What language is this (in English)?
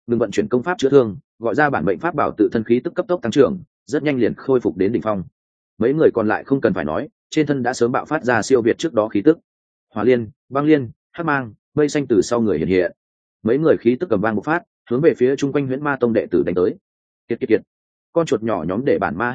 Vietnamese